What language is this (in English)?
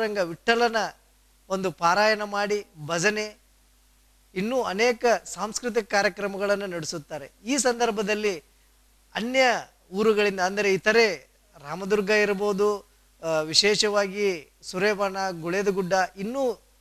Kannada